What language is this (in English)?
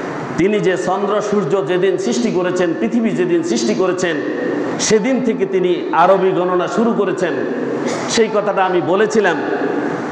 Bangla